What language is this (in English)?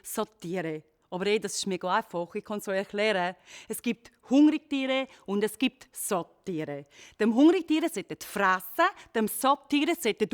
Swiss German